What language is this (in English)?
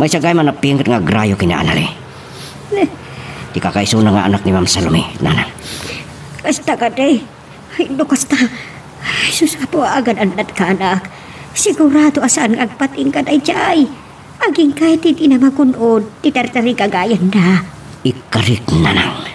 Iloko